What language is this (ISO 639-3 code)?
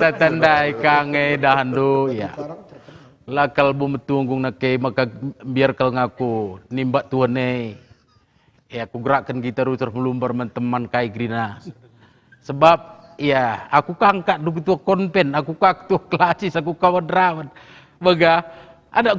btx